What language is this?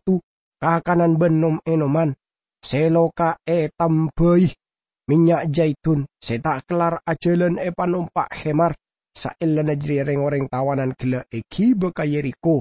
Madurese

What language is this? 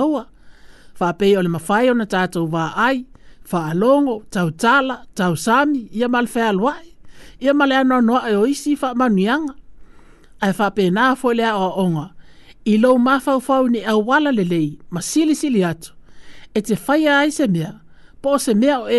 Samoan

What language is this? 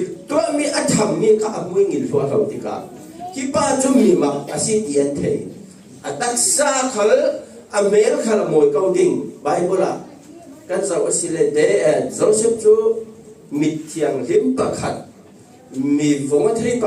Falam Chin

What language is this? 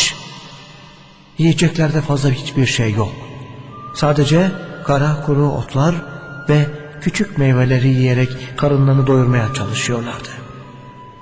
Turkish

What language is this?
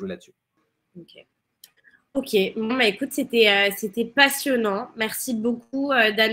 French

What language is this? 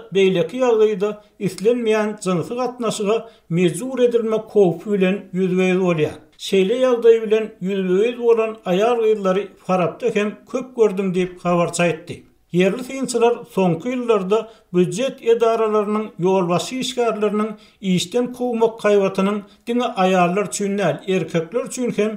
Turkmen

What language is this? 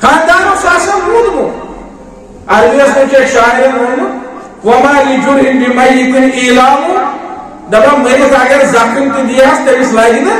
Kashmiri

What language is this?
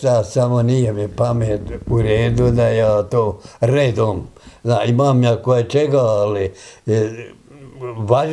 Bosnian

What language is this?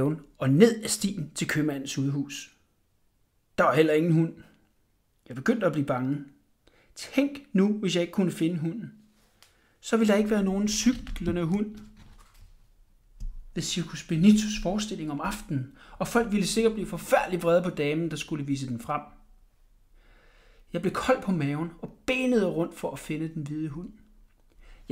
Danish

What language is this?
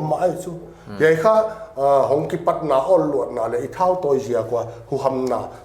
Paite Chin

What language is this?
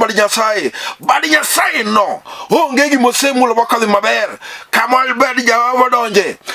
Luo (Kenya and Tanzania)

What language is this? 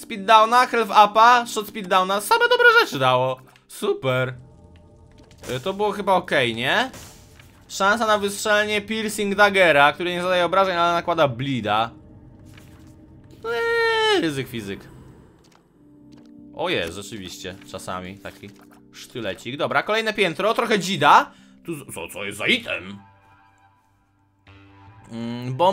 Polish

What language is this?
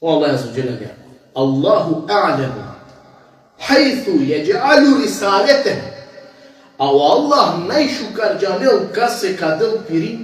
Balkan Romani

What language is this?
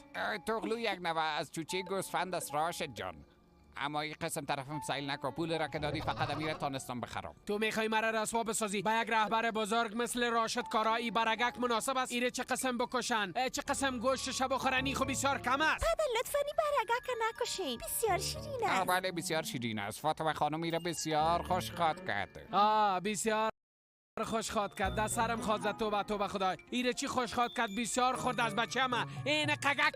Persian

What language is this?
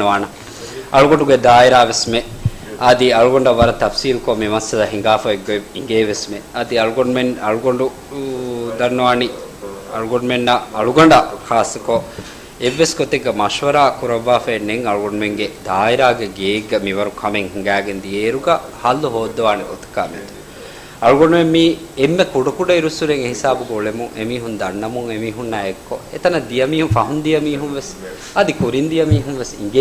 Divehi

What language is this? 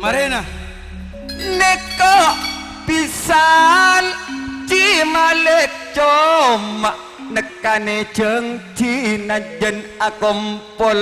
Madurese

